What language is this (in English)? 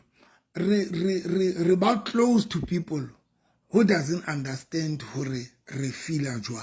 Southern Sotho